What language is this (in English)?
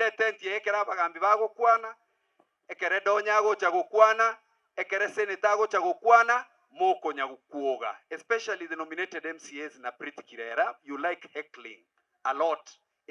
Gusii